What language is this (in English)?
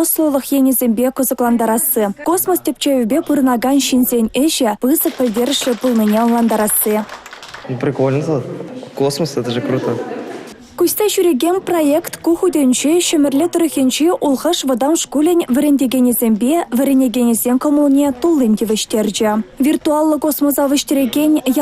Chuvash